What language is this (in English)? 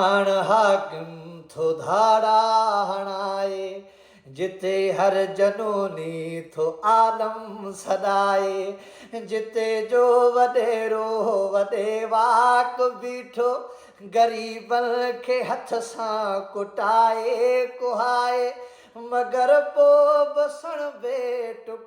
Sindhi